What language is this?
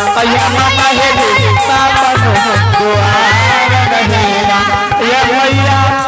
Angika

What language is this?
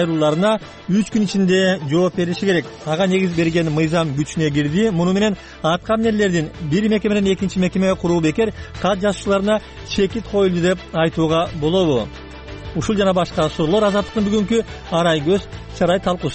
Kyrgyz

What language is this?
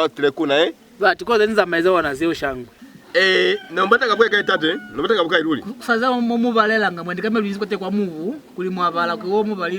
Lozi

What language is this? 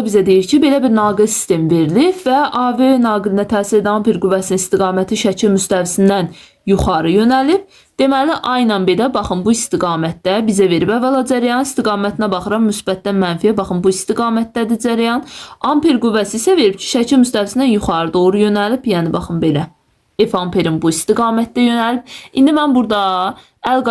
Azerbaijani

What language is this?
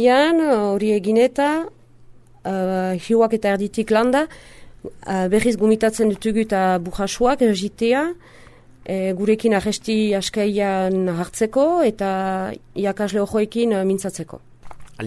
Basque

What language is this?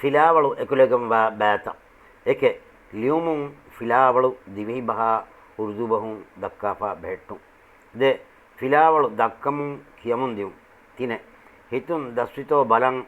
Divehi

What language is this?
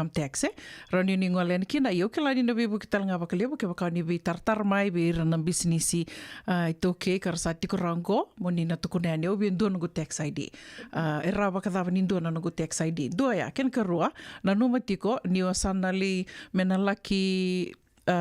Fijian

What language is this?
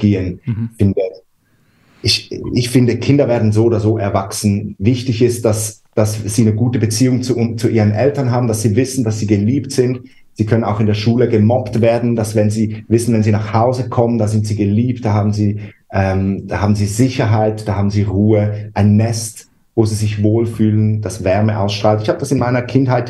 German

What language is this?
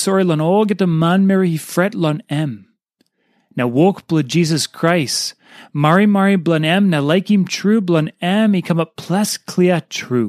Tok Pisin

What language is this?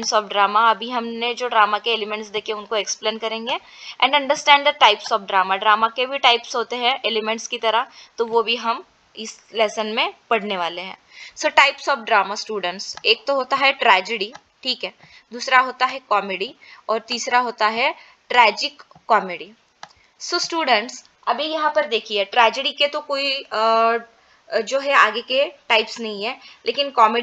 Hindi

